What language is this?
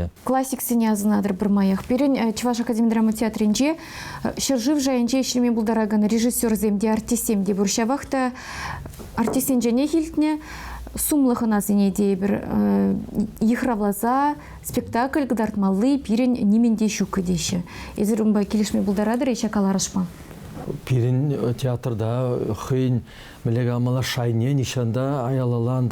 Chuvash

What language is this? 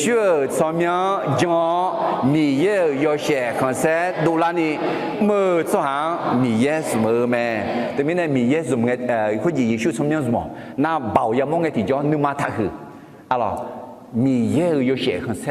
Akha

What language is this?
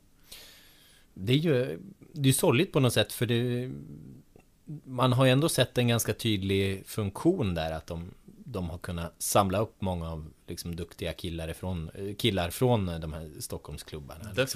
Swedish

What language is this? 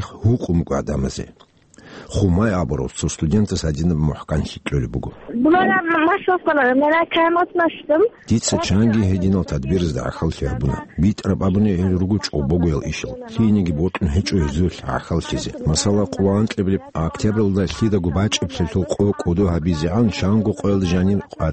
Avaric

